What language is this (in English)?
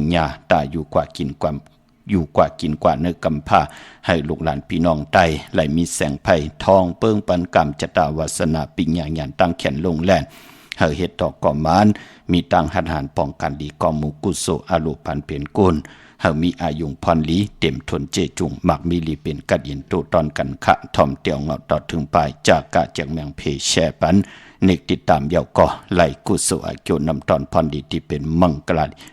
Shan